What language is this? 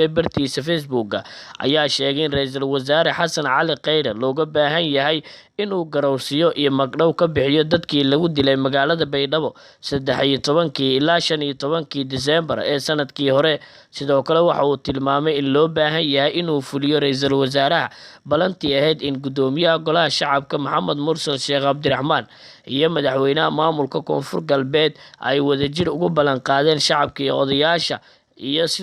Somali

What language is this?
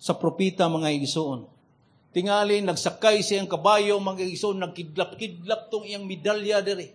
Cebuano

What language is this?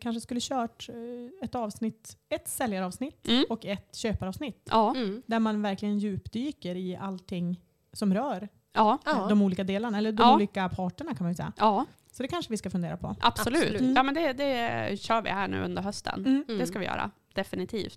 Swedish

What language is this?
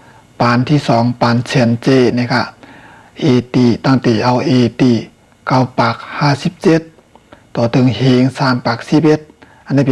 Shan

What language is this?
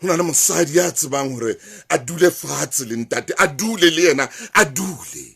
Southern Sotho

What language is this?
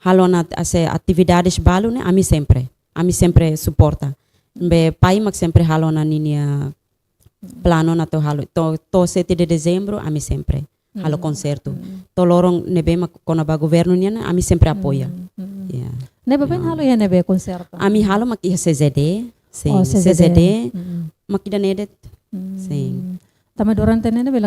Tetum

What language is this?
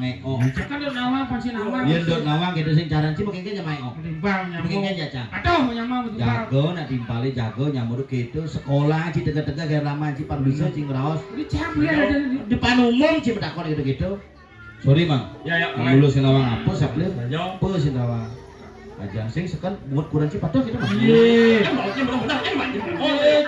Balinese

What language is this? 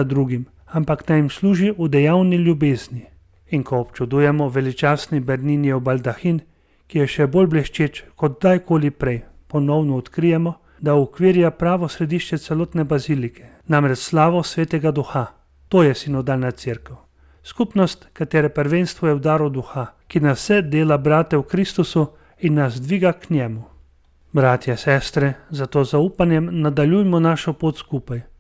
Slovenian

